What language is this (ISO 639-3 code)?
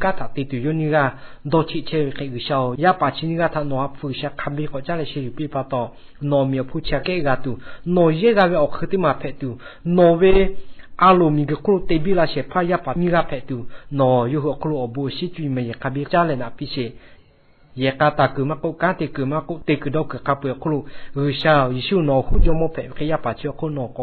lhu